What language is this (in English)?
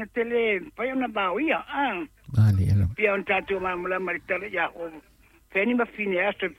Samoan